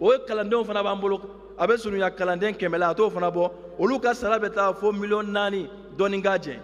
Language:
Bambara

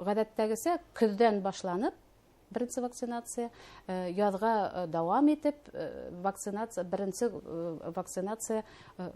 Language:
Bashkir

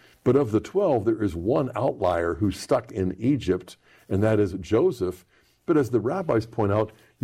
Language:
English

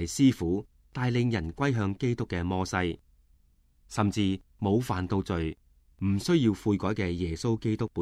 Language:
Cantonese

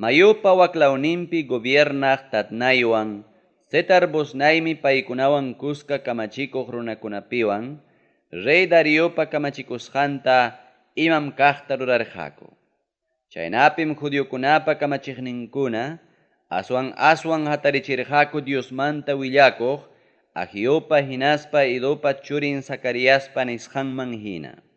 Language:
Ayacucho Quechua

